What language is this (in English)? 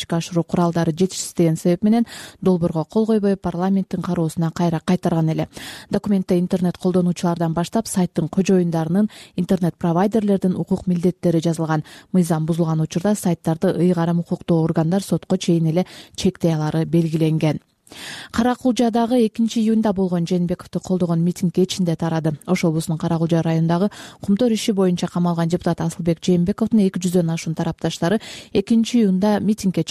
Kyrgyz